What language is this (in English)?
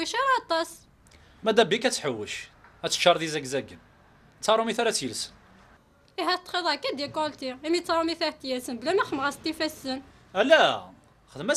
Kabyle